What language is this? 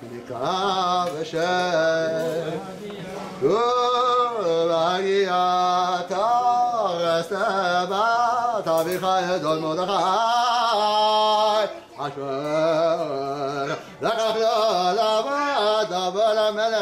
Hebrew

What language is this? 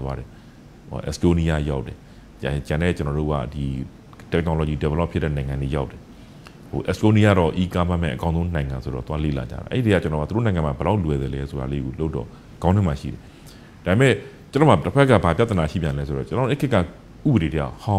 Burmese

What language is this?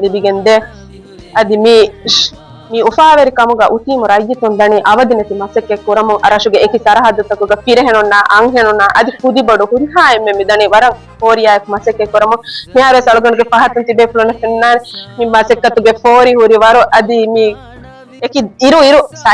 Divehi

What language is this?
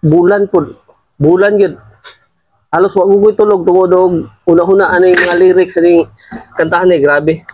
Cebuano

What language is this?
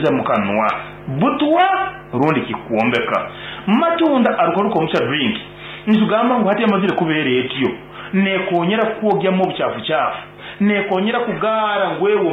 Nyankole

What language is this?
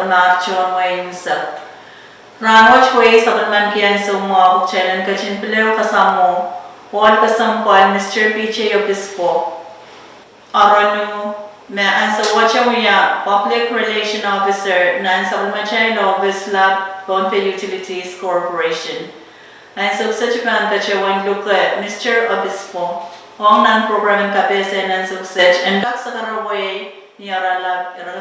Pohnpeian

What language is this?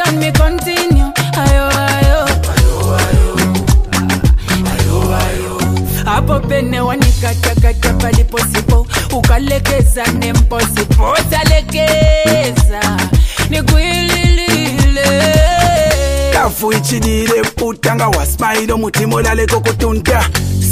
Swahili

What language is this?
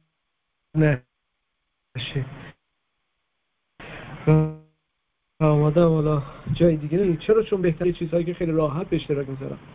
Persian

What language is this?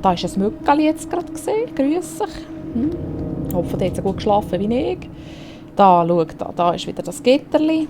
Swiss German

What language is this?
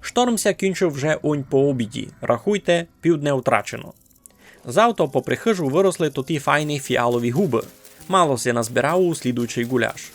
Rusyn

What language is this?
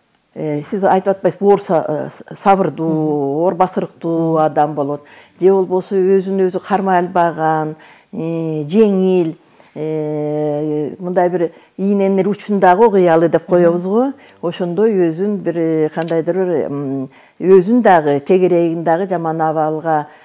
Kyrgyz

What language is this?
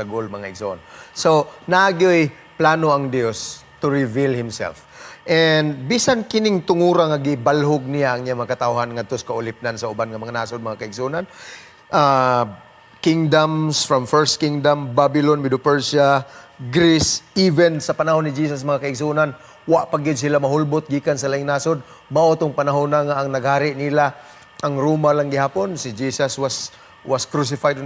Cebuano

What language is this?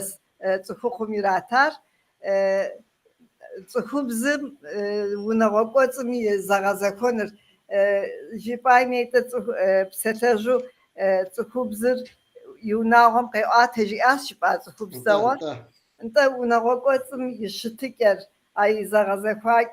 Kabardian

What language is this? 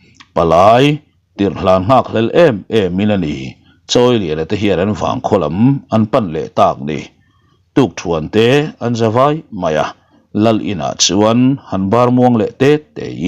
Mizo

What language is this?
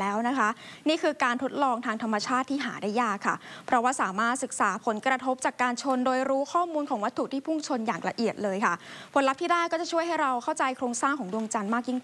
Thai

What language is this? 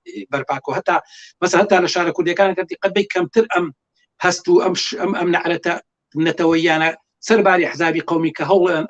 Central Kurdish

